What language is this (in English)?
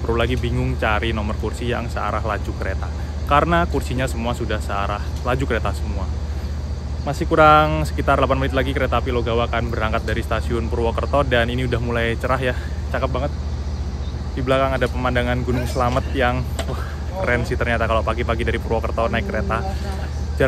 Indonesian